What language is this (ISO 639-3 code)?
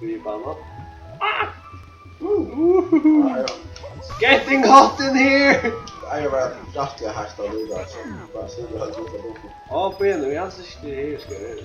fao